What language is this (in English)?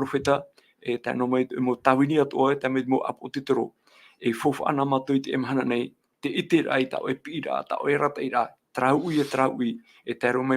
Tahitian